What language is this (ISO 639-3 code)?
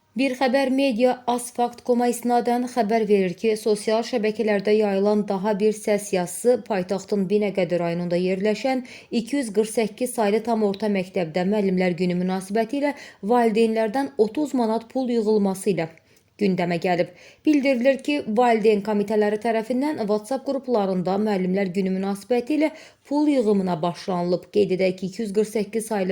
aze